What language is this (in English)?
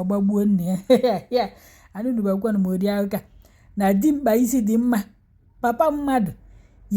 Igbo